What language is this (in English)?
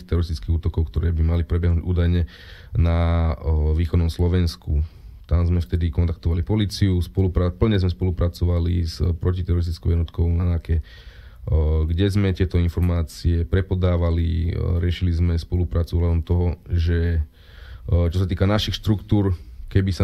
Slovak